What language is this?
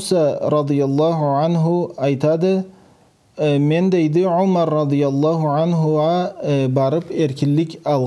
Karachay-Balkar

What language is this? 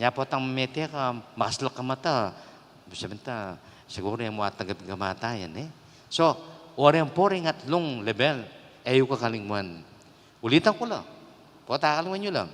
Pampanga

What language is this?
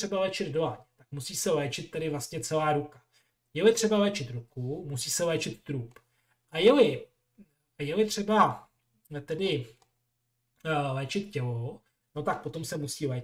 Czech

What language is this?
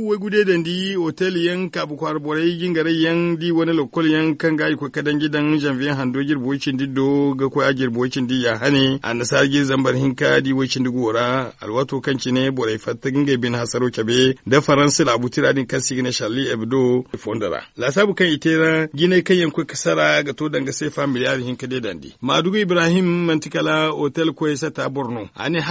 Zarma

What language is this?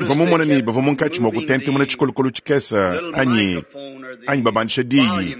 Luba-Lulua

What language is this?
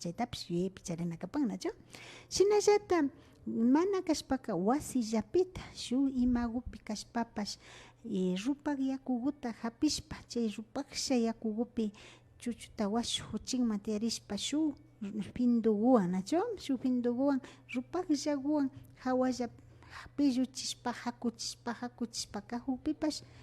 Imbabura Highland Quichua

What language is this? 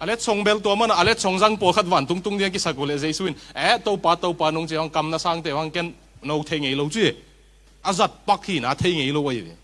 Tedim Chin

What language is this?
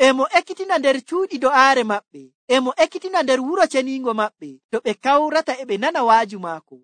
Nigerian Fulfulde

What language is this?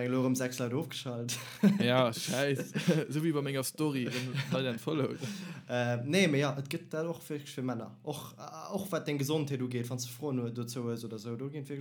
Luxembourgish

